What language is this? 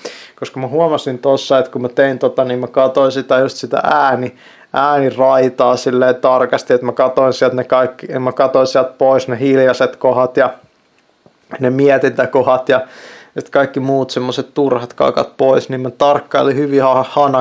Finnish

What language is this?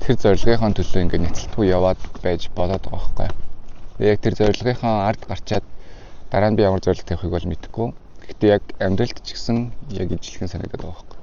Mongolian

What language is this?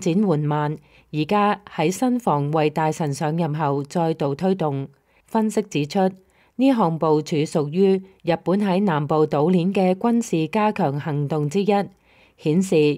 Cantonese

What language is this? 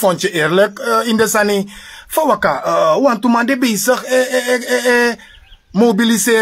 Sranan Tongo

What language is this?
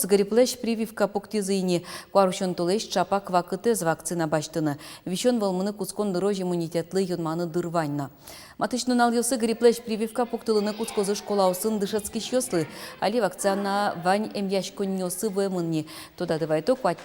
Udmurt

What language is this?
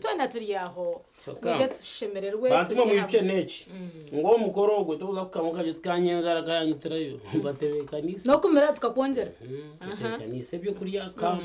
Nyankole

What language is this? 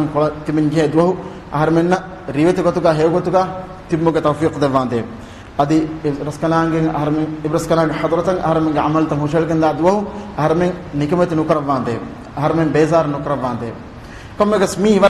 Divehi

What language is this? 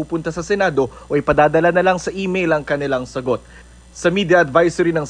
Filipino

